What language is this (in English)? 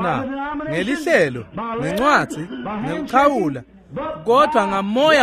Swati